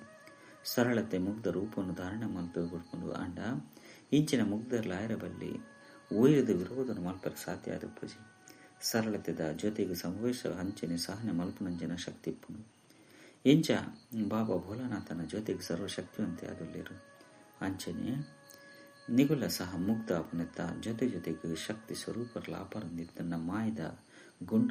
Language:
Tulu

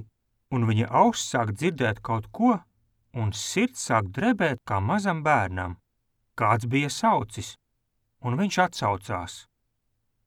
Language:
Latvian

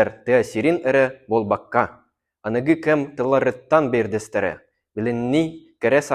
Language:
Yakut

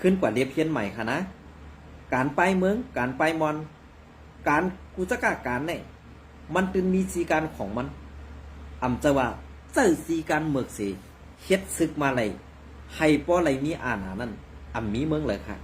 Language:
Shan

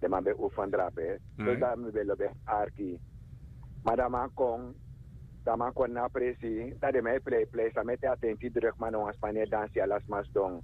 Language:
Sranan Tongo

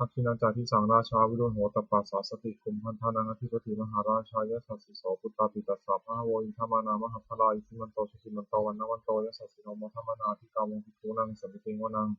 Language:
Pali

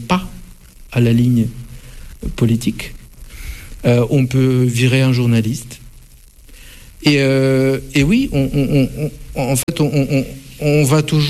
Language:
French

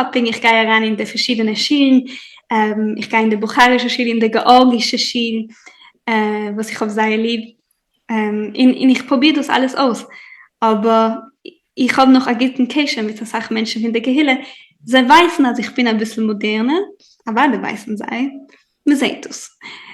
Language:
Yiddish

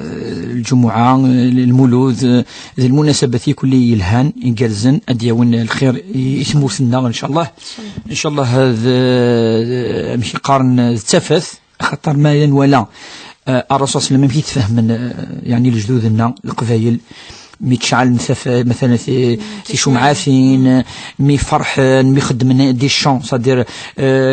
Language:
Kabyle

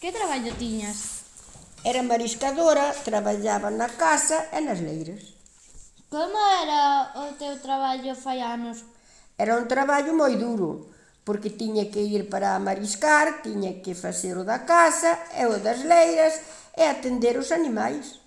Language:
Galician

